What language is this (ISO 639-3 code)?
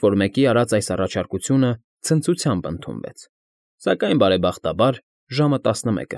hye